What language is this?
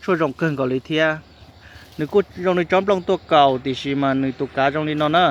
Hmong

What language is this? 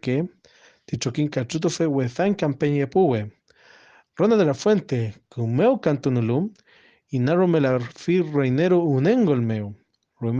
Mapuche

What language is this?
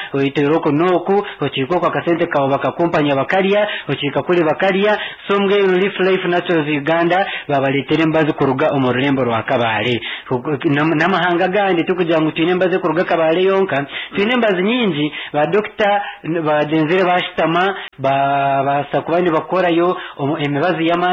Nyankole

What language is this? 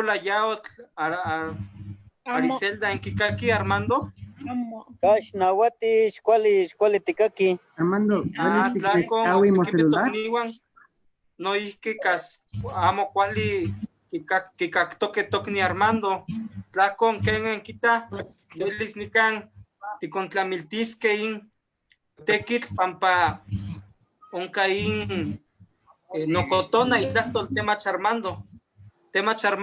Eastern Huasteca Nahuatl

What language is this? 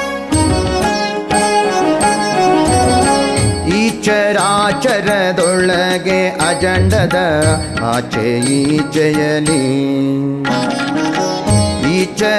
Kannada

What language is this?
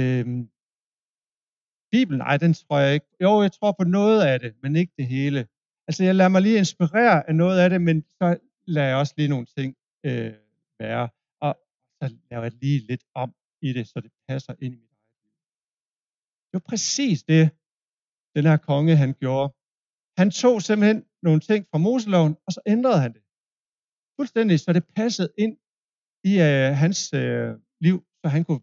Danish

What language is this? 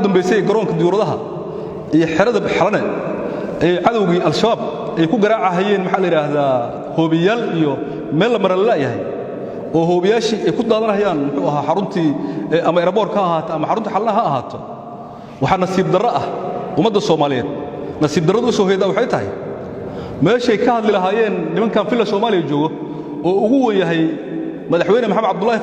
Somali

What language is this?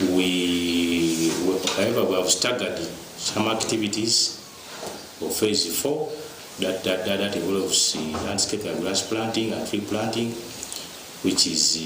Nyankole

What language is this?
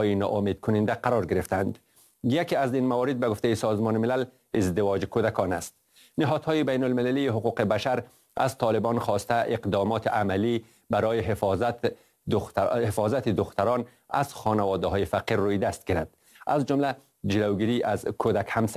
Persian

